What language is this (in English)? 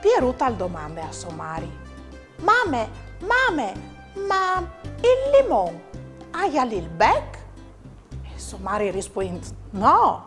Friulian